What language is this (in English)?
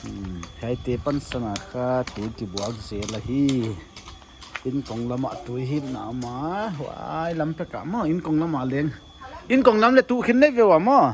Paite Chin